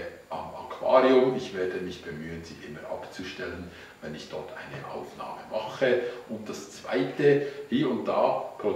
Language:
Swiss German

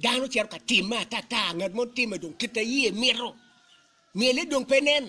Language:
Acoli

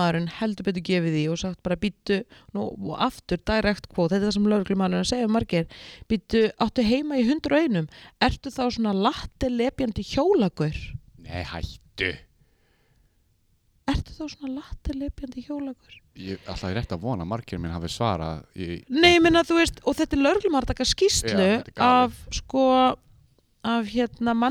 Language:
Icelandic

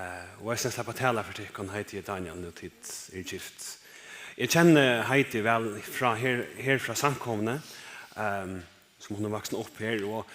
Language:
Faroese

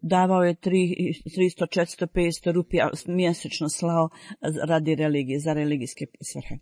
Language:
Bosnian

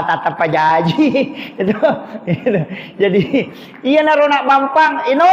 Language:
Buginese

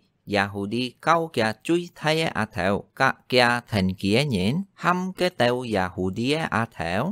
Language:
Hakka Chinese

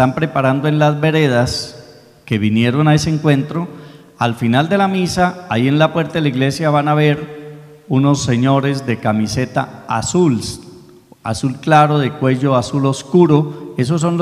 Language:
Spanish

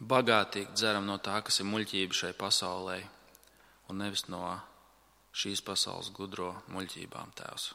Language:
Latvian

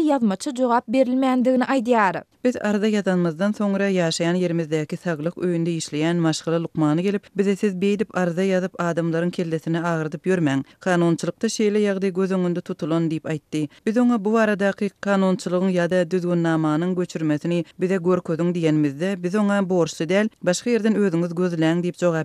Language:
Turkmen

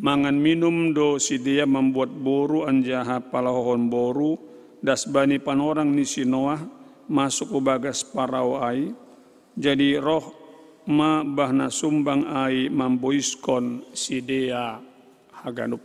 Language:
Batak Simalungun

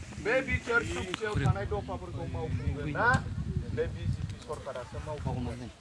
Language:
Bodo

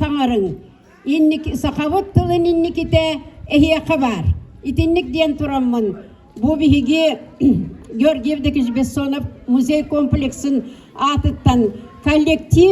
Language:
Yakut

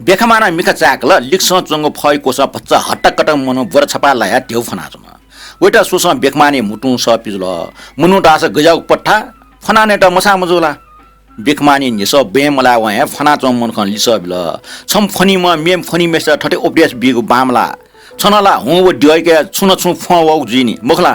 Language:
Newari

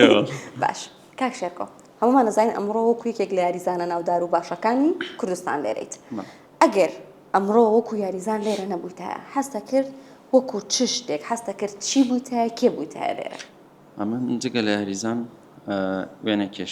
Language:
Central Kurdish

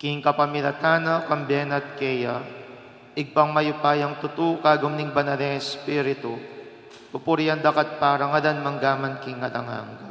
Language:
Pampanga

